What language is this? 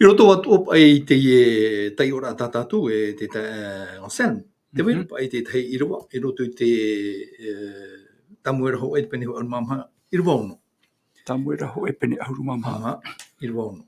Tahitian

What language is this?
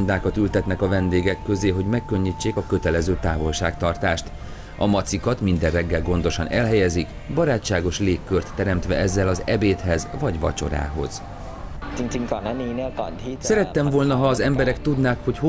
Hungarian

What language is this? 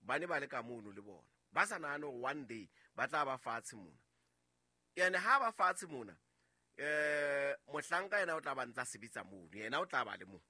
Southern Sotho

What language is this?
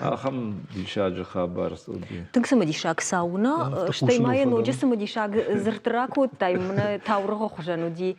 Ossetic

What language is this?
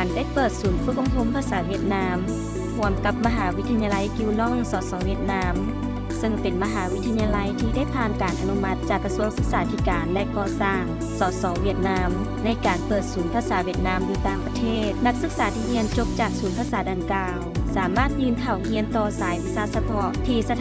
Lao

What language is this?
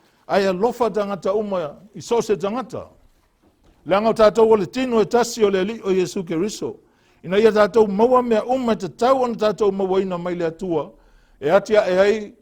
Samoan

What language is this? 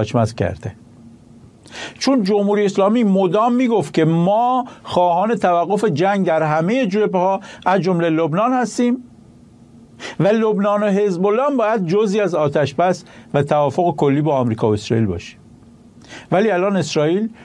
Persian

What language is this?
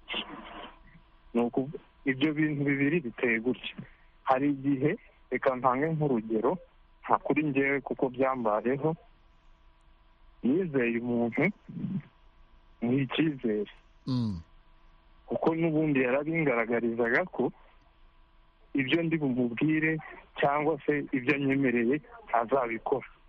Kinyarwanda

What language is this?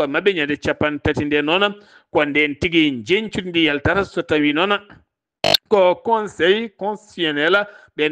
Fula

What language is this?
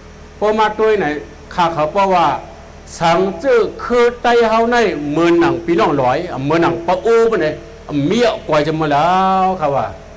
Shan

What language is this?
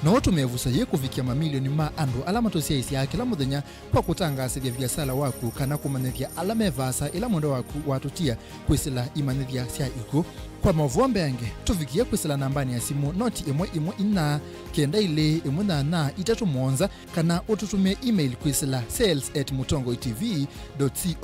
Kamba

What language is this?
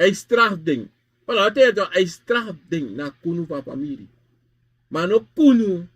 Sranan Tongo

